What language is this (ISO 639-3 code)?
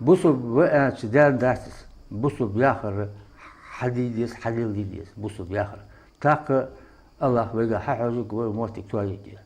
inh